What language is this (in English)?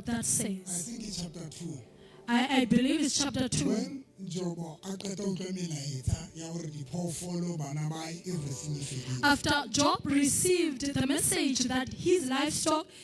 Southern Sotho